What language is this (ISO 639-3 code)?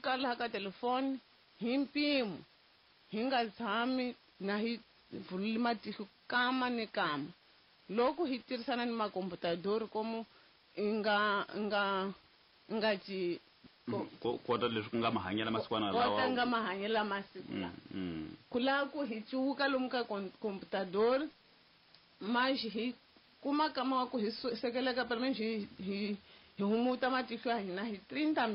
tso